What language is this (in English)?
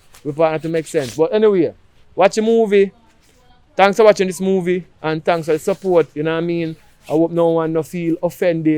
Jamaican Creole English